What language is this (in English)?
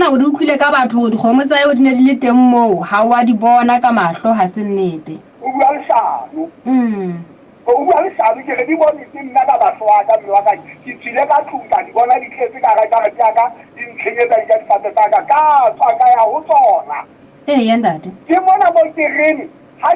Southern Sotho